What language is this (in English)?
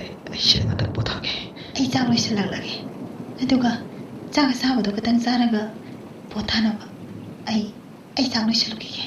Manipuri